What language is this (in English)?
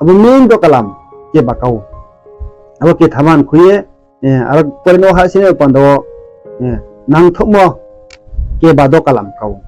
Riang (India)